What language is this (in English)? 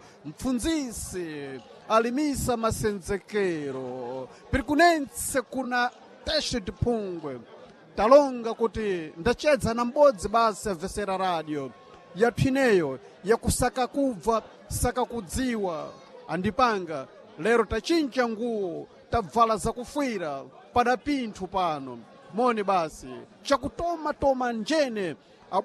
Sena